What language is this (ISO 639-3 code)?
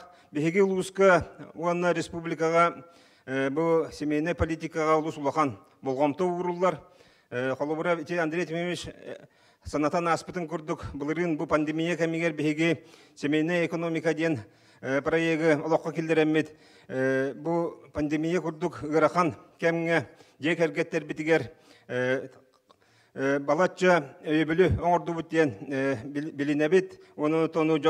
sah